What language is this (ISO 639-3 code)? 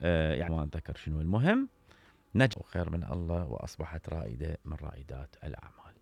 acm